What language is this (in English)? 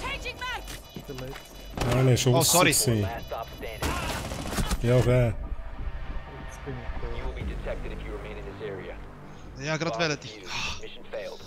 Swiss German